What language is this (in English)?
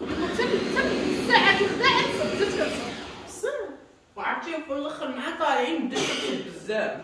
Moroccan Arabic